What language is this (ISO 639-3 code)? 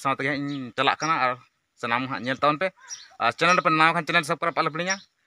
sat